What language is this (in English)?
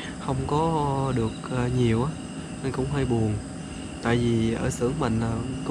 Vietnamese